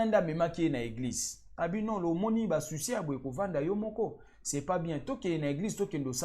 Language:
Lingala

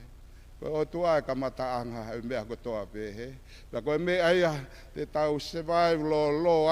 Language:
Tongan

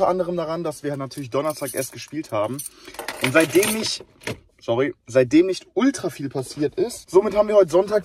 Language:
German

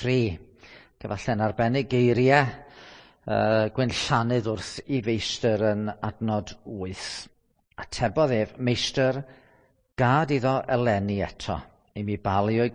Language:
Welsh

